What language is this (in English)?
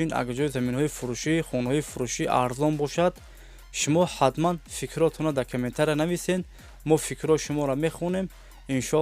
Tajik